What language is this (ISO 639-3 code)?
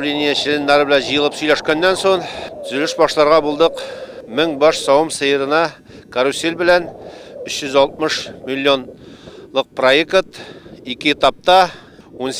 tat